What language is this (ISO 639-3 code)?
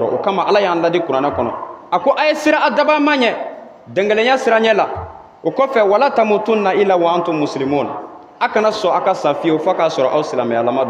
bam